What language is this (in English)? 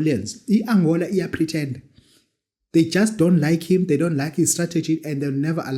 Zulu